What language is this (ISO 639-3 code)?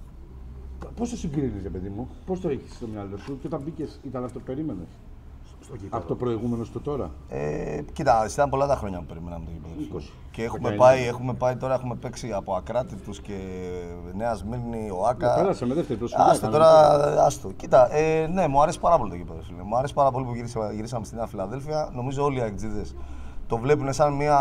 ell